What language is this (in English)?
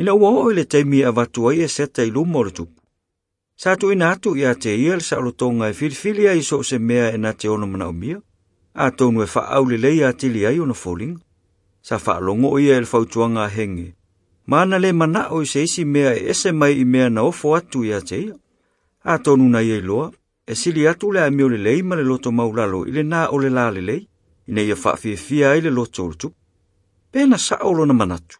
Samoan